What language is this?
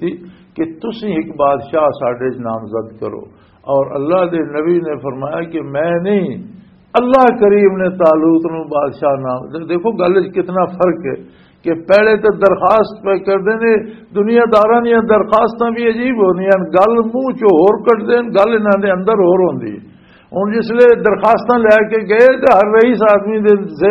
Western Panjabi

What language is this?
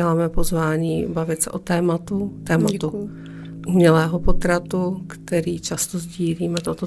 Czech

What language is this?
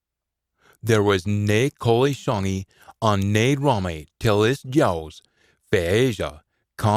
Scots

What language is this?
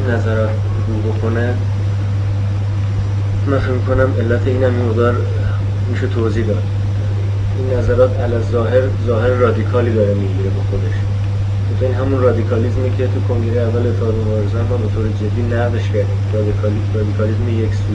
Persian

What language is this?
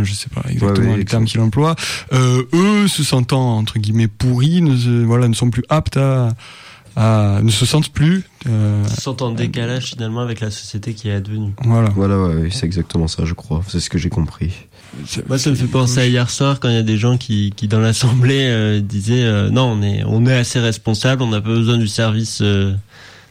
French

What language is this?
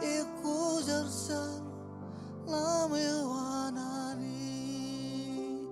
Marshallese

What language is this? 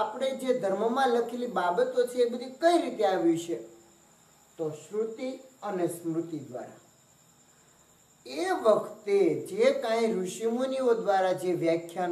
Gujarati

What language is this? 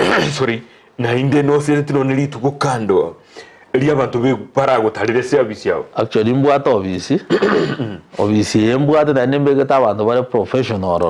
Gusii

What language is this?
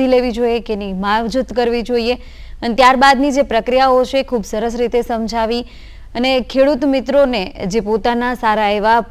Gujarati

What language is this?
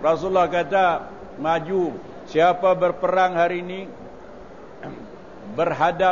Malay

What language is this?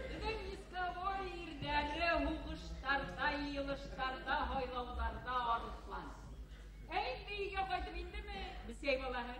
Bashkir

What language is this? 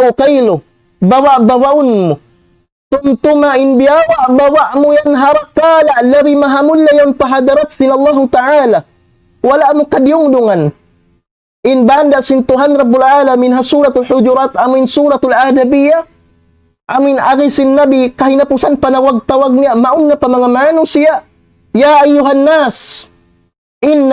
Tausug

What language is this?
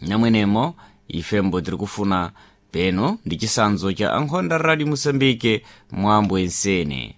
Sena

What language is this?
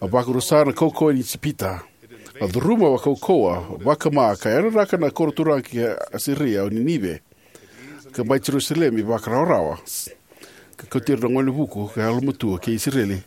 Fijian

